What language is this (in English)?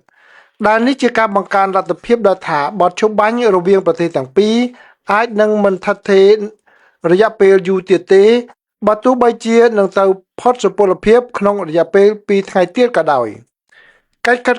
Khmer